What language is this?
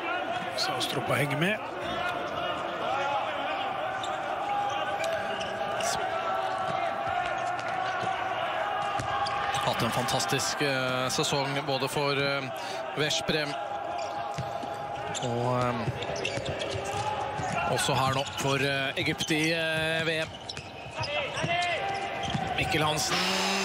Norwegian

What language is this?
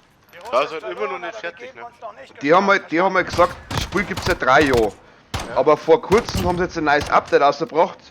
Bavarian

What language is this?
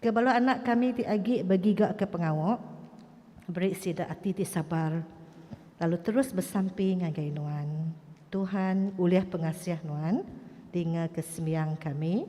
Iban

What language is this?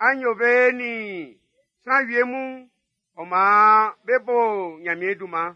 Baoulé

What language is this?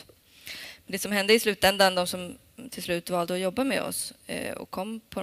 Swedish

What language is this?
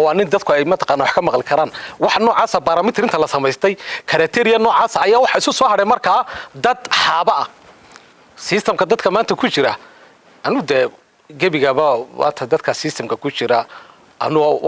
Somali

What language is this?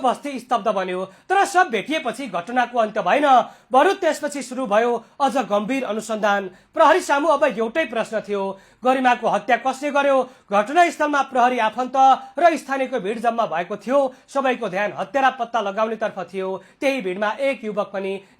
Nepali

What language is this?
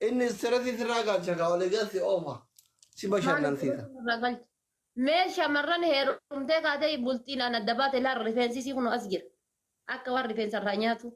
Oromo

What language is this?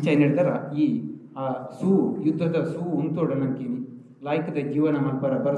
Tulu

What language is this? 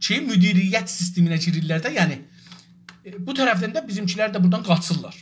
South Azerbaijani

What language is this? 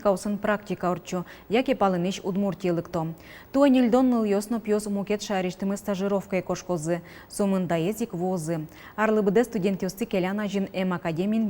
Udmurt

